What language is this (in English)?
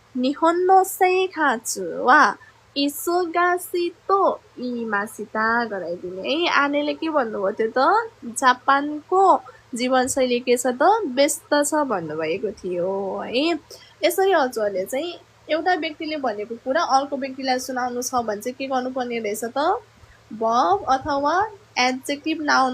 Nepali